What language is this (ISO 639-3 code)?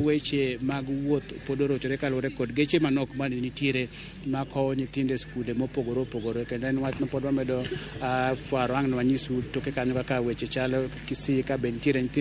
luo